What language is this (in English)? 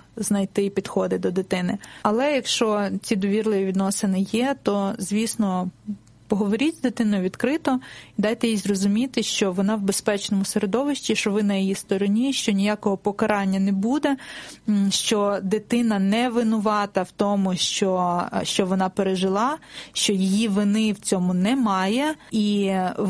Ukrainian